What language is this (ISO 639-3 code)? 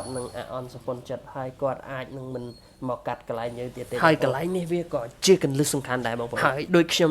khm